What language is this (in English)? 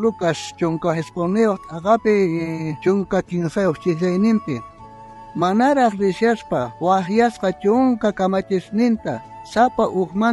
South Bolivian Quechua